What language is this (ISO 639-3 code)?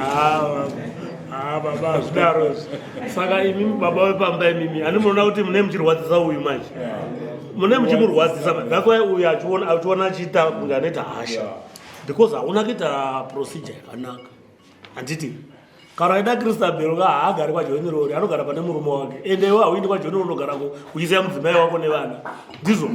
sna